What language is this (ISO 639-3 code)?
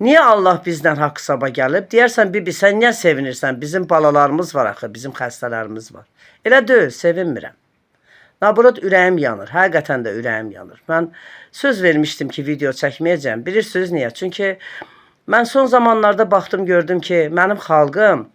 aze